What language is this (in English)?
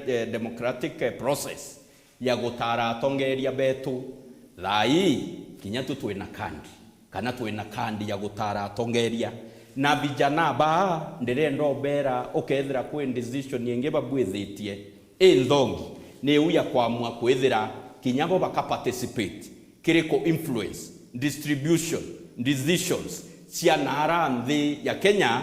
Meru